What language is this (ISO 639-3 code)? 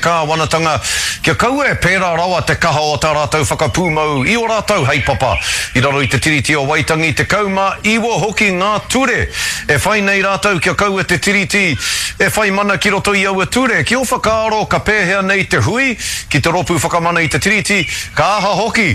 mri